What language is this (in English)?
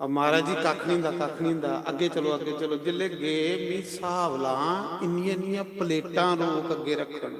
Dogri